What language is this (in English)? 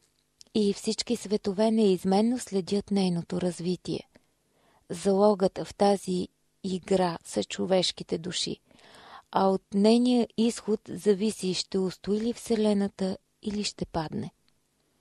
Bulgarian